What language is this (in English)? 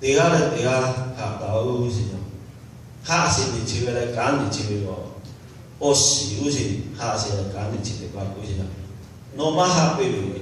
Lahu